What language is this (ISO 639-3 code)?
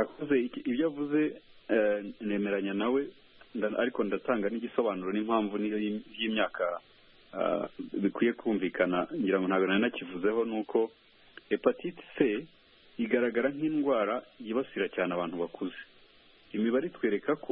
kin